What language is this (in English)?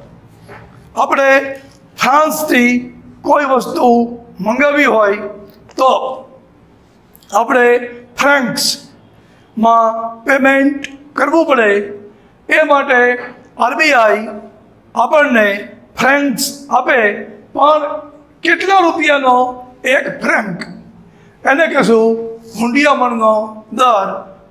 Gujarati